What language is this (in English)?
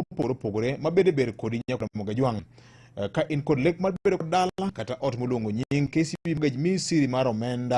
Luo (Kenya and Tanzania)